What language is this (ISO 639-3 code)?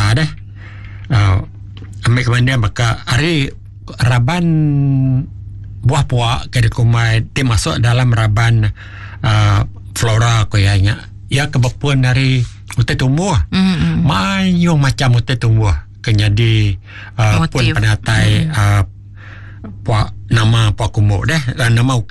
iba